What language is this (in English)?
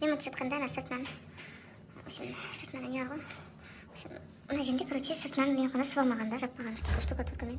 Kazakh